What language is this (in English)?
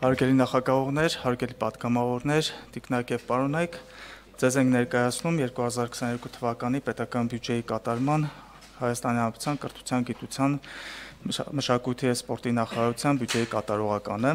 Armenian